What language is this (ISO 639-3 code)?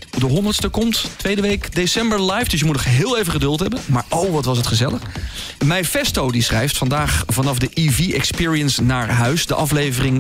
nld